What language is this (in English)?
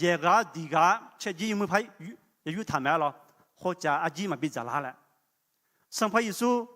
Akha